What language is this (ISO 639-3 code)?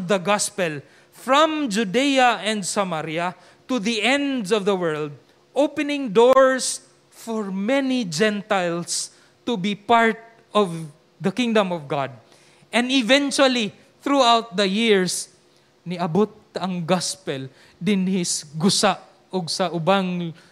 ceb